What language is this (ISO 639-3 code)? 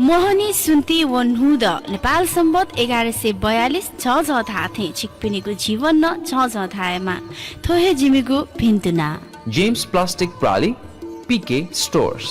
new